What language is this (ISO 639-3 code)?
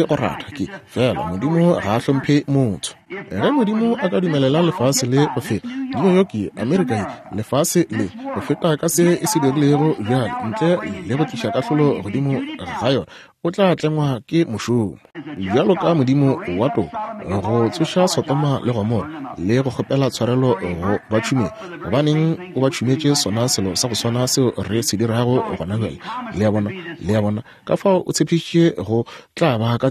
nso